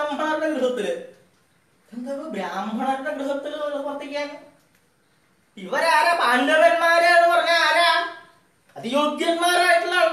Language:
Malayalam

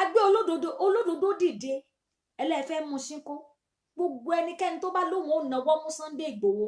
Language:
Yoruba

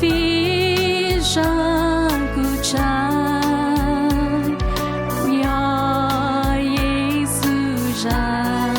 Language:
Hmong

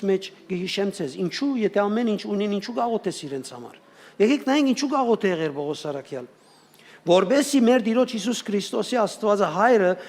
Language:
Western Armenian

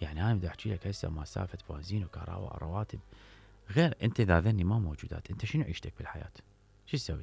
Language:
Mesopotamian Arabic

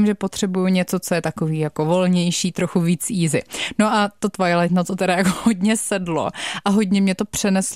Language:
Czech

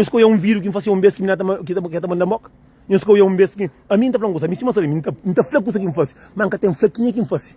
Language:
Kabuverdianu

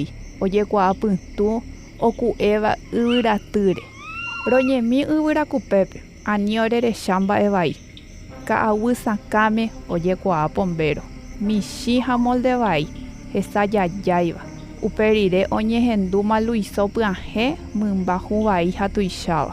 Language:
Guarani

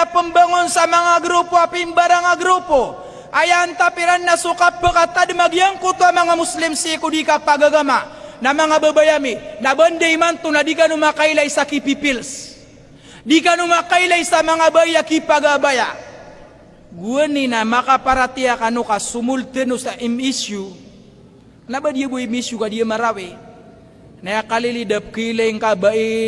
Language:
Maranao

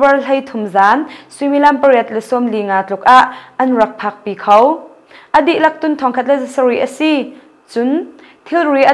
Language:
Hakha Chin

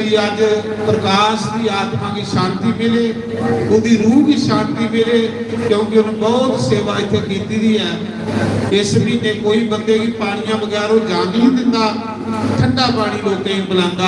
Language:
Dogri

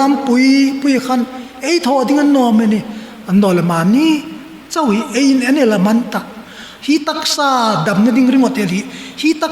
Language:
Hmar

